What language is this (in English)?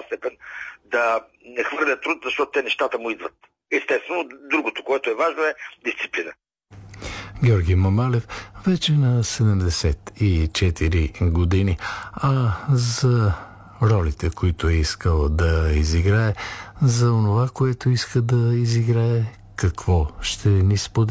Bulgarian